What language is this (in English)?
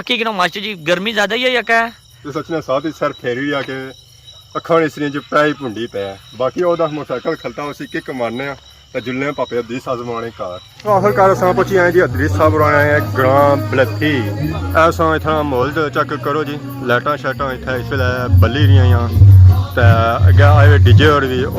Pahari-Potwari